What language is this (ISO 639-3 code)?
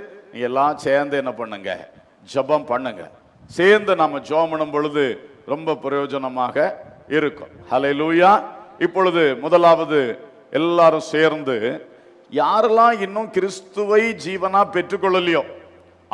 tam